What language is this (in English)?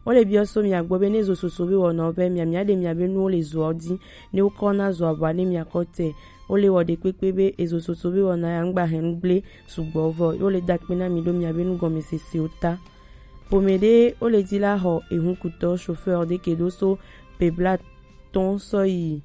Gen